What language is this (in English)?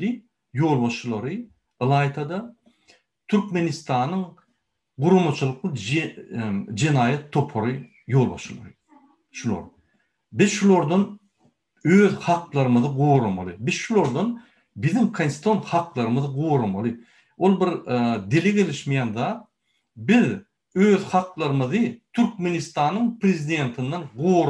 Turkmen